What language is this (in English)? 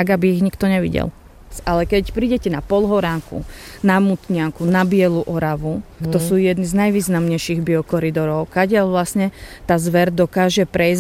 Slovak